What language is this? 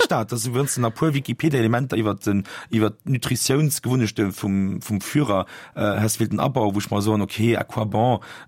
Luxembourgish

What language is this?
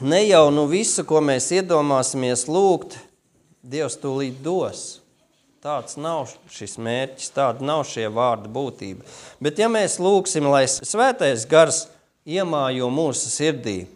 Latvian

